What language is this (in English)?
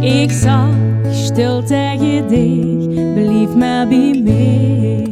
Limburgish